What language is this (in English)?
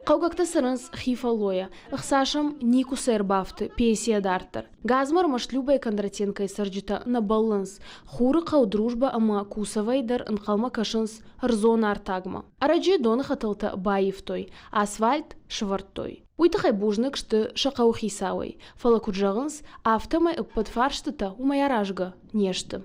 Ossetic